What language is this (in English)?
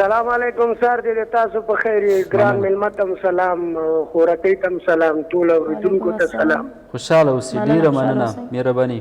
Pashto